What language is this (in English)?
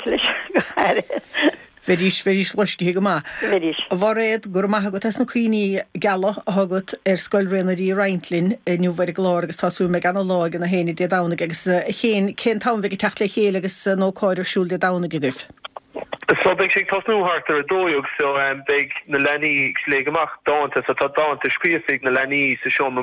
Irish